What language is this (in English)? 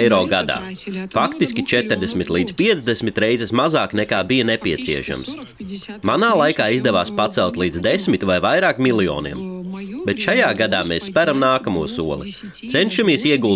Latvian